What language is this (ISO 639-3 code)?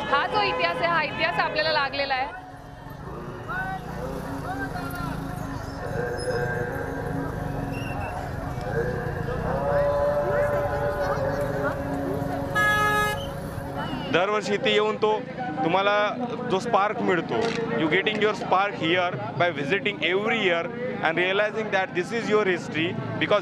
mar